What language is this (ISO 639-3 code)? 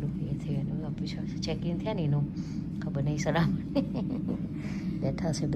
guj